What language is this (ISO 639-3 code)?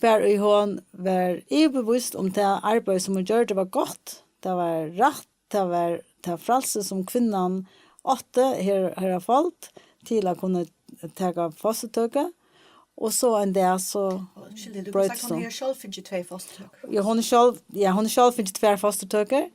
fao